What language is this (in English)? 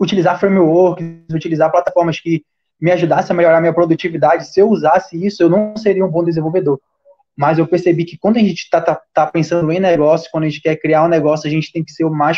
Portuguese